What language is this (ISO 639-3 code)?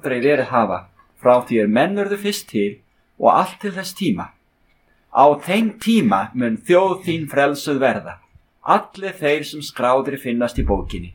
isl